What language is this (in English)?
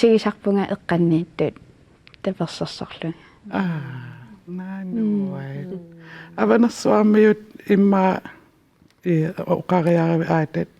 Kalaallisut